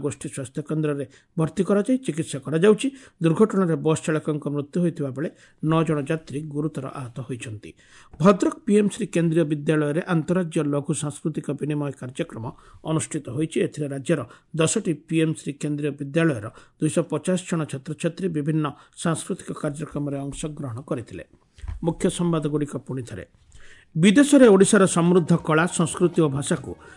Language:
Odia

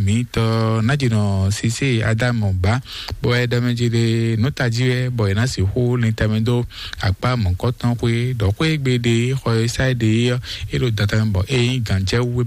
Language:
Fon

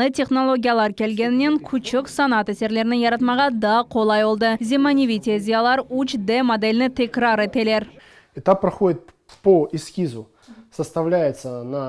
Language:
Crimean Tatar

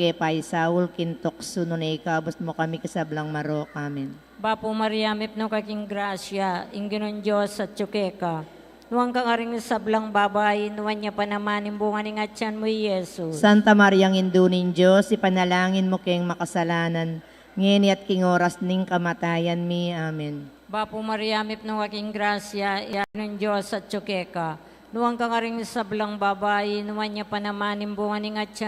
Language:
Pampanga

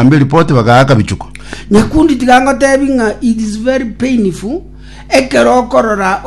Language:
Gusii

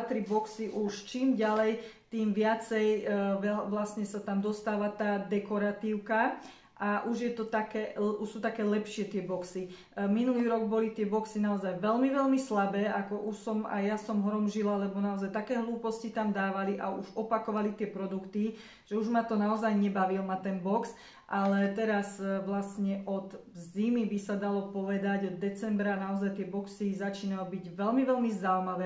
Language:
Slovak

